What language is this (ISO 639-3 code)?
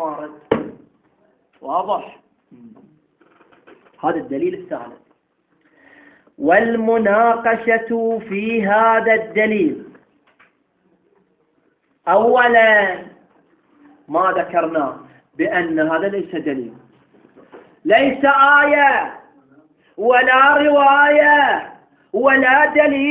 ara